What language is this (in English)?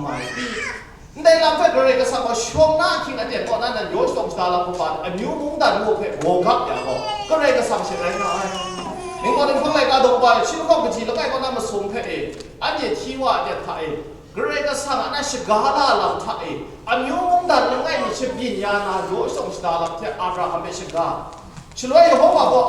Kachin